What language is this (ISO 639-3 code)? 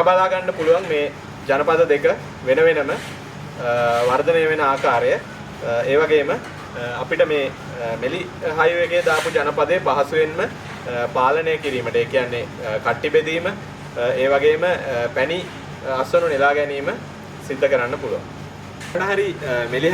sin